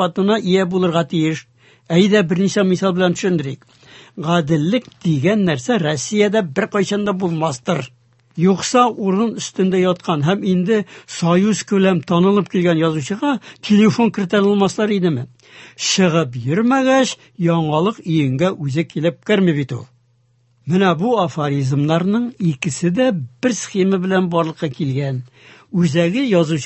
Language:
Tatar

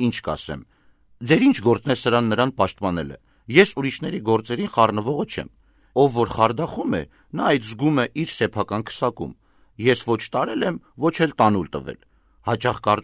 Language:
Armenian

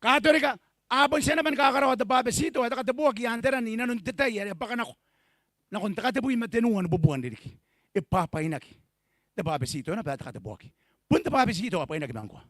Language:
Gilbertese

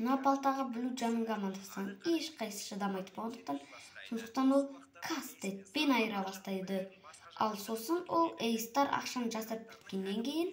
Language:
Kazakh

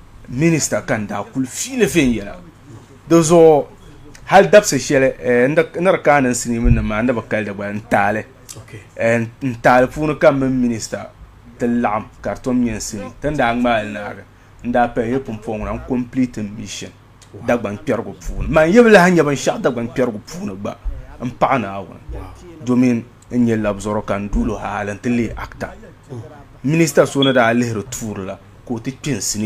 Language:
Dagbani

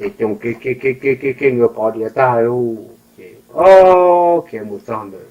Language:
Hmong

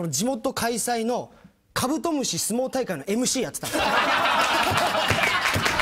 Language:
Japanese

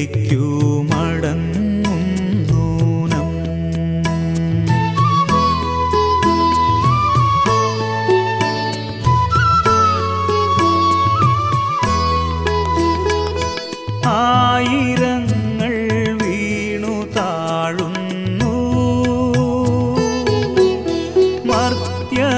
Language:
Malayalam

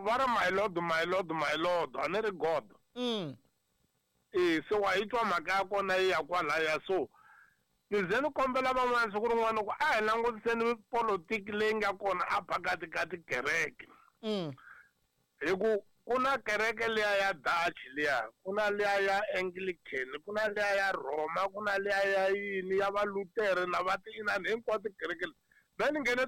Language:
Tsonga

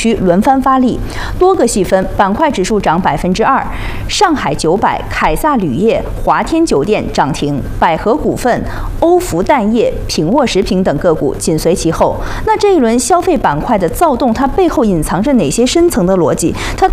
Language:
Chinese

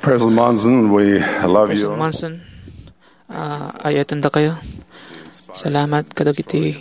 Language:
Iloko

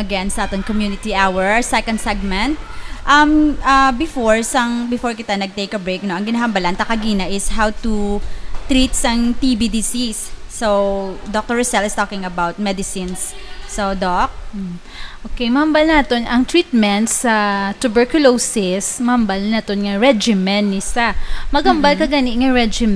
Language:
Hiligaynon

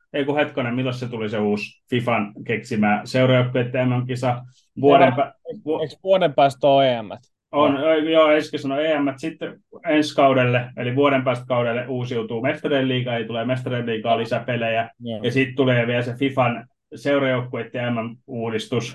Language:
Finnish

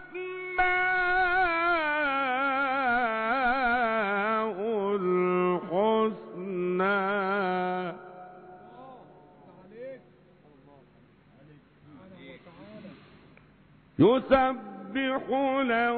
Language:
Arabic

